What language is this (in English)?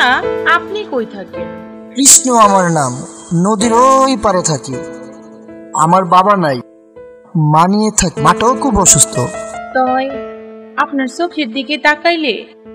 Bangla